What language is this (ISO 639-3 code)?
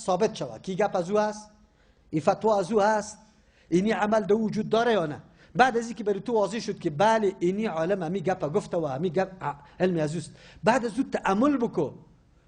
fas